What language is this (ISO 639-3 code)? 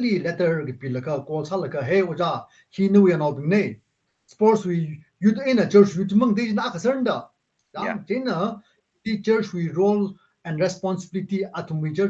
nmf